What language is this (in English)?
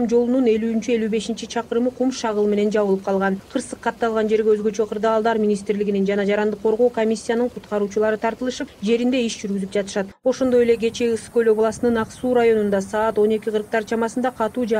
Kyrgyz